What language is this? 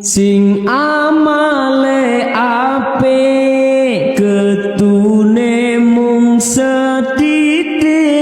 Javanese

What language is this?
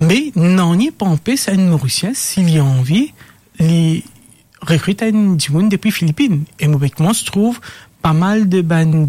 Morisyen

